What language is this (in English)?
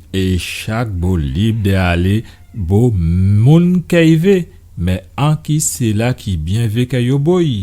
Guadeloupean Creole French